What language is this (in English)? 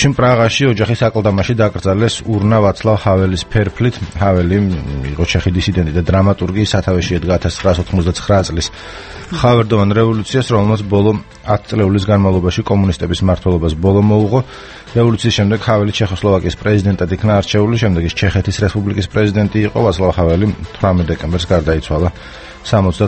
Georgian